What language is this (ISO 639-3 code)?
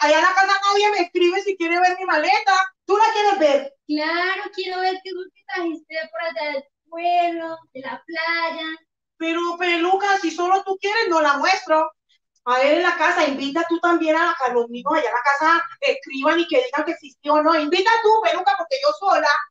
spa